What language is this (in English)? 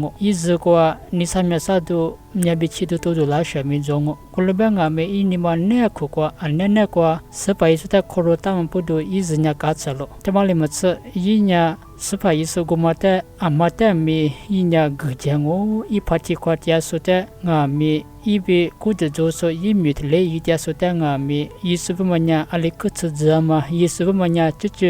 Lisu